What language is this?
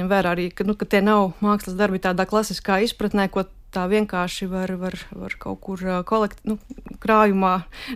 Latvian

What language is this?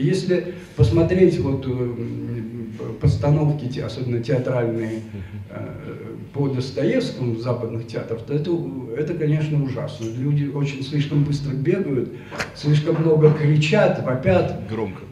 Russian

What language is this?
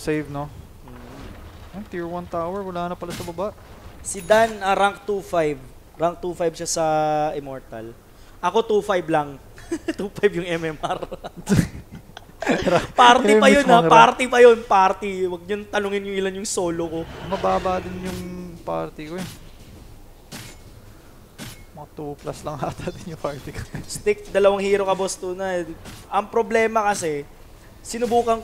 Filipino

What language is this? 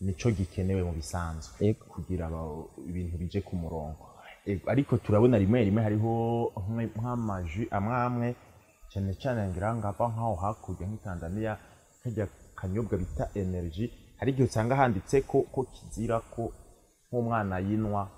Rundi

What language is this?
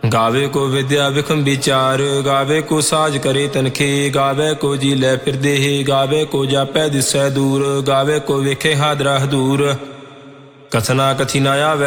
Punjabi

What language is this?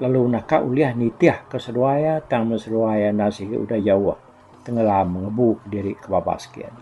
Iban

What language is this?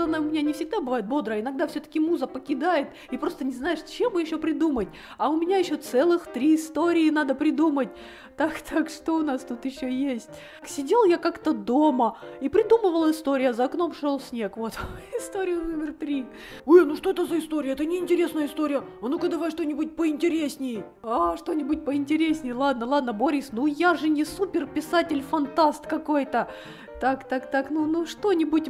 Russian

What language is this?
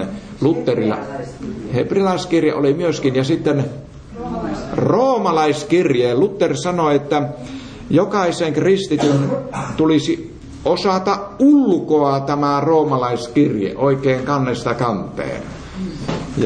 Finnish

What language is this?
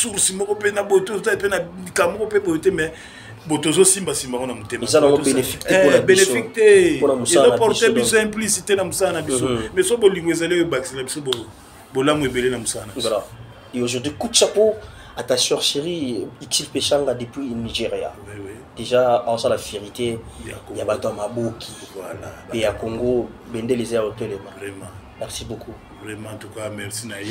Lingala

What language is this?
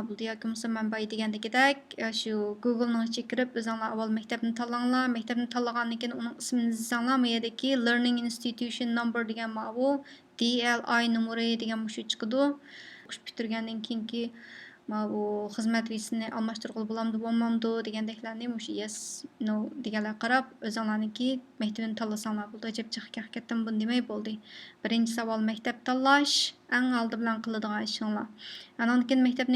Uyghur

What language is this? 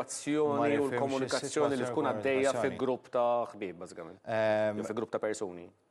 Maltese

